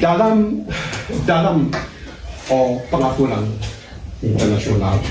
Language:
Achinese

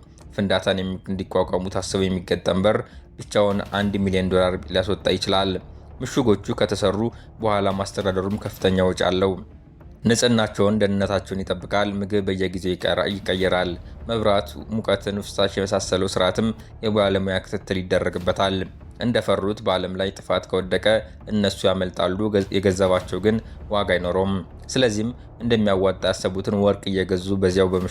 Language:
Amharic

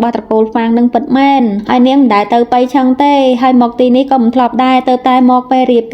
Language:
Khmer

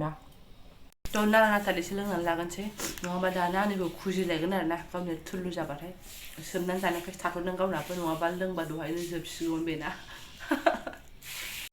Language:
Bodo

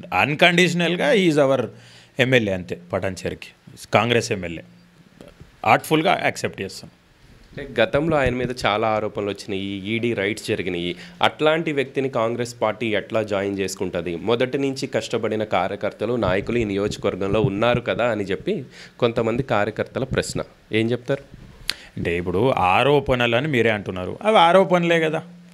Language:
Telugu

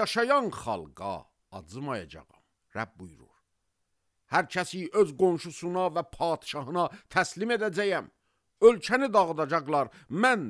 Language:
Azerbaijani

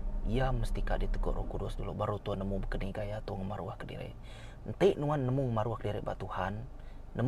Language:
Iban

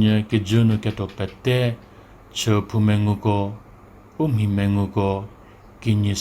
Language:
Angami Naga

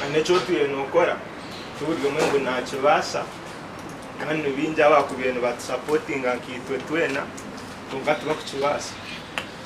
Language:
Nyankole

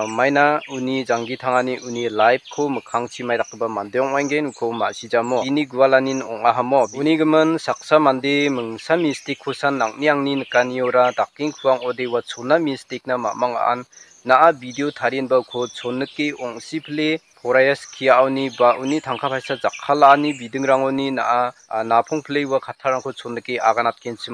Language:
Garo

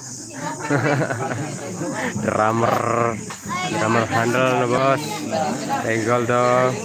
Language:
Sasak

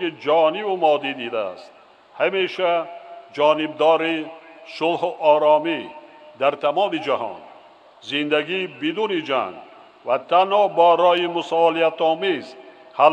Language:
Tajik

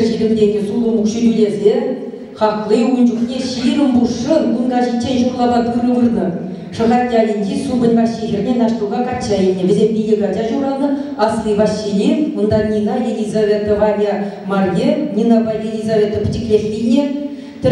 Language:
Chuvash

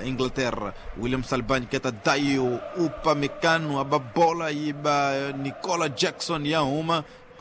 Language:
Tsonga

